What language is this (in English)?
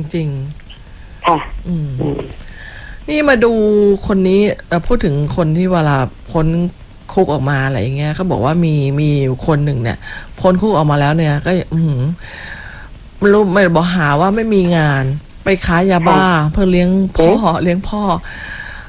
Thai